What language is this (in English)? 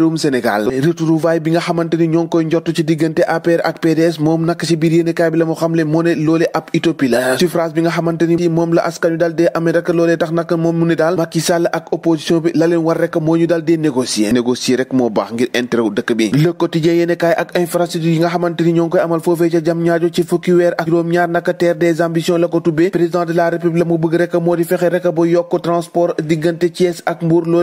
Wolof